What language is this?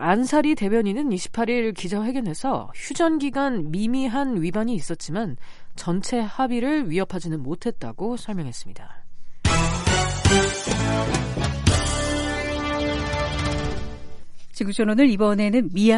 Korean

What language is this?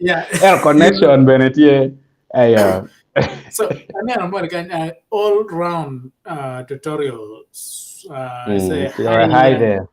Acoli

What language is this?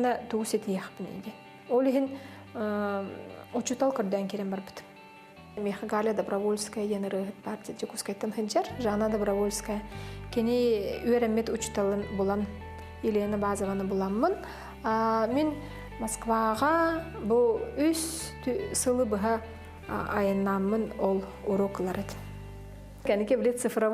Yakut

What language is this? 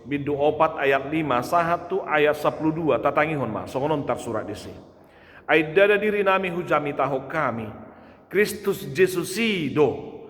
Batak Toba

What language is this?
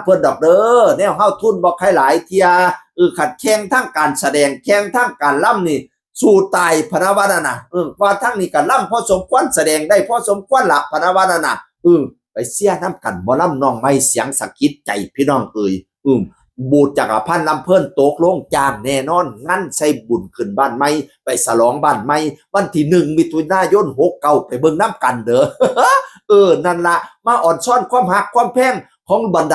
Northeastern Thai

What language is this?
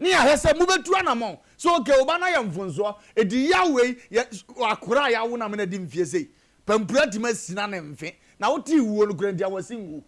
Akan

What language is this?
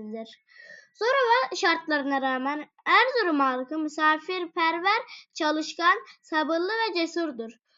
Turkish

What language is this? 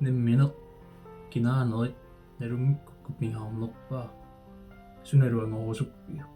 Kalaallisut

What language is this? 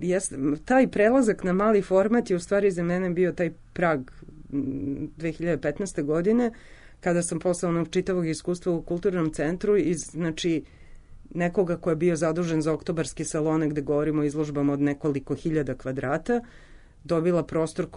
Serbian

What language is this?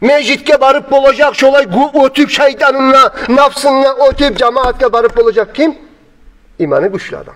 Kumyk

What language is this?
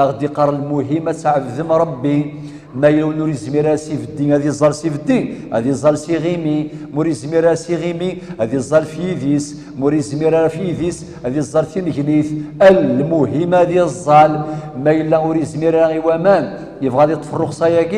Kabyle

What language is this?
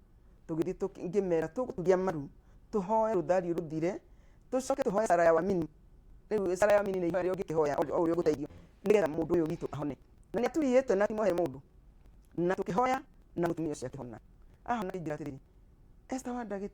Kikuyu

